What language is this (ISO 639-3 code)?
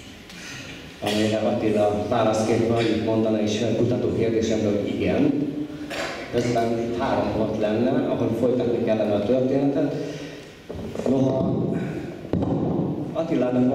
hun